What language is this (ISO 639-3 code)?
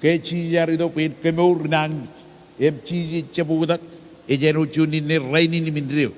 mah